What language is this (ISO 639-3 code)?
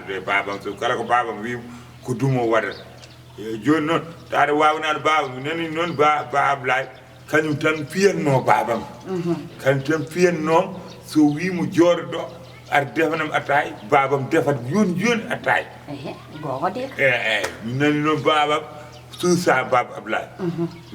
ful